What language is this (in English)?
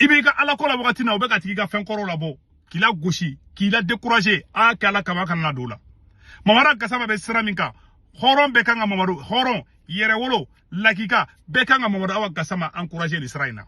Bambara